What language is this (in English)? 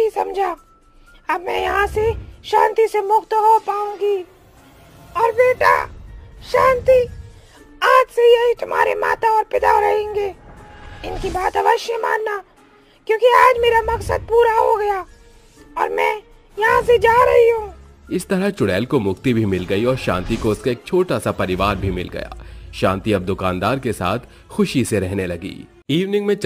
Hindi